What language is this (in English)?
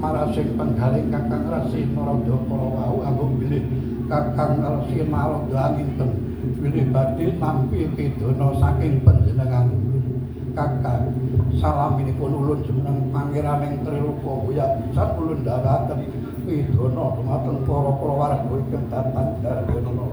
Javanese